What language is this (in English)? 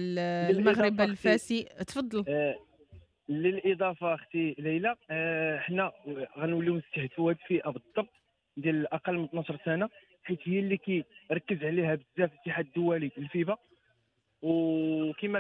Moroccan Arabic